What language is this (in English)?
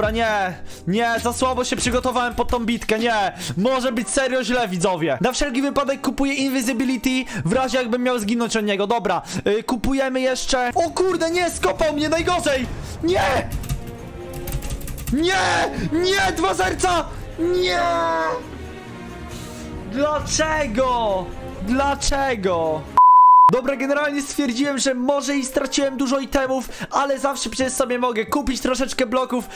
Polish